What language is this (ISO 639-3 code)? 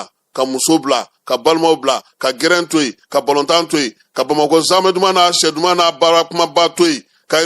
bam